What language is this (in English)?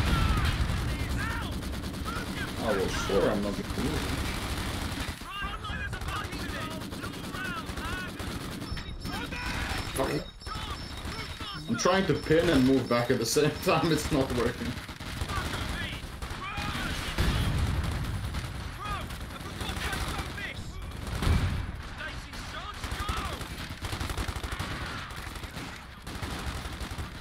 English